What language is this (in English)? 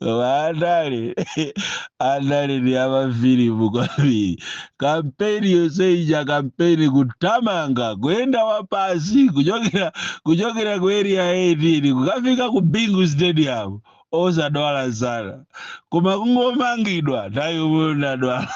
Nyanja